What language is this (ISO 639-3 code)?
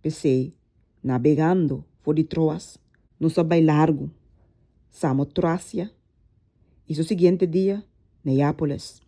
pap